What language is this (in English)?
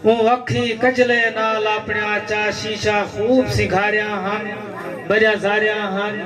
Saraiki